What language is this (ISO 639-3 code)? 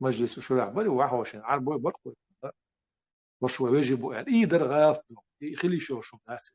che